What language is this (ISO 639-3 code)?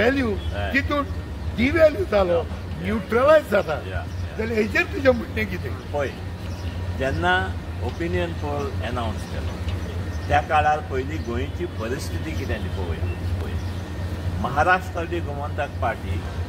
kok